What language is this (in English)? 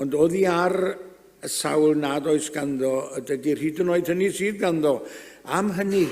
Welsh